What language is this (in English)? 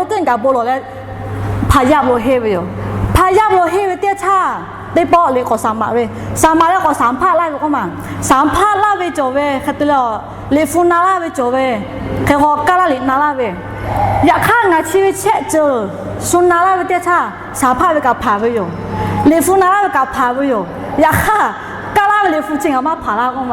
Lahu